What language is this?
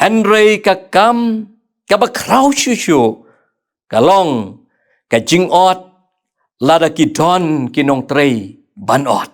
Khasi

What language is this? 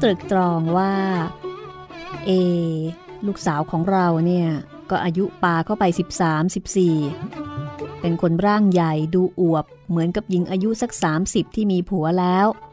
Thai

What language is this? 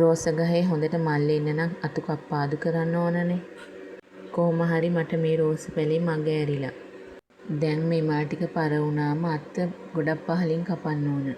Sinhala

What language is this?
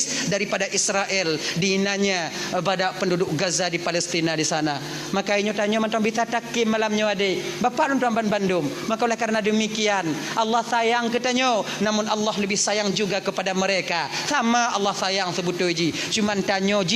Achinese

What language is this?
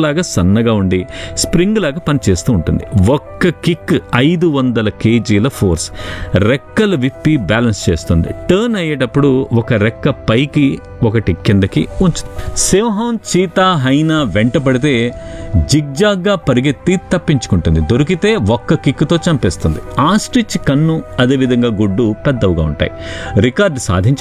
Telugu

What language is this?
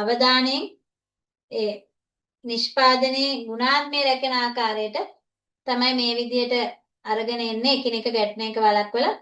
Sinhala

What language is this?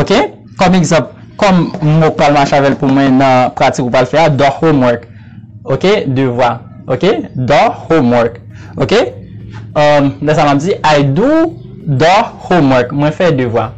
Haitian Creole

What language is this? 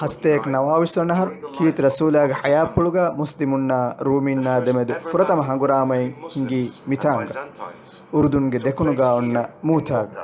Divehi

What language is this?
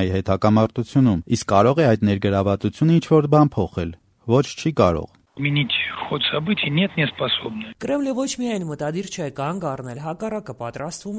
Armenian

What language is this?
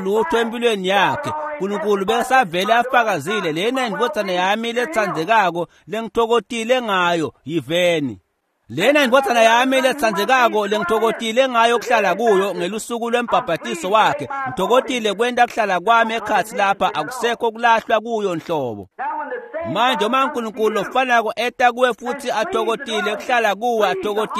Swati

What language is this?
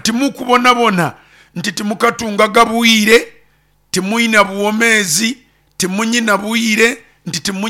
Nyoro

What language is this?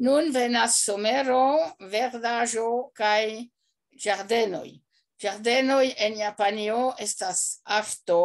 Esperanto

